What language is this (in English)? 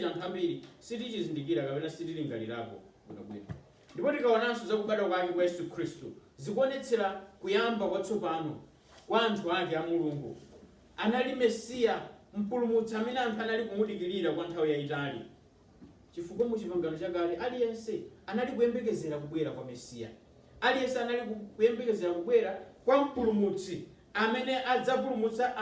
Nyanja